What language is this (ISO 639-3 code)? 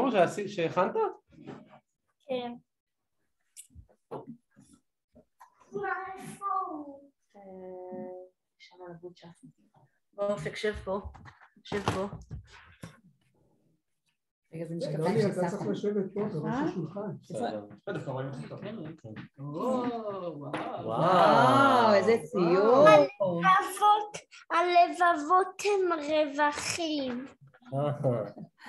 heb